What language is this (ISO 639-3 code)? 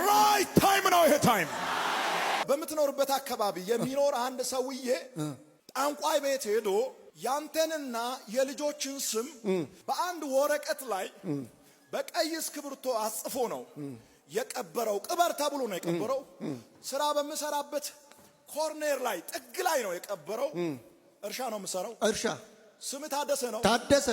amh